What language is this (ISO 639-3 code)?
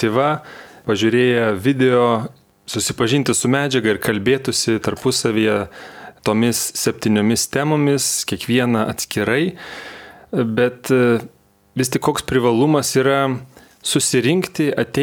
lit